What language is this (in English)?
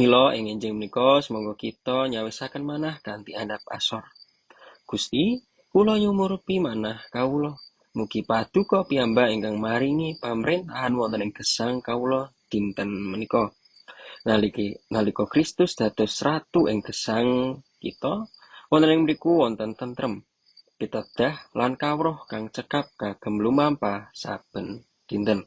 Javanese